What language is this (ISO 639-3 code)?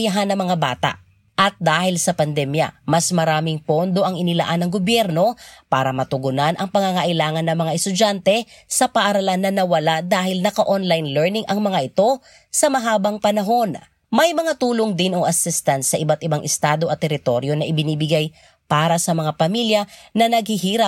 fil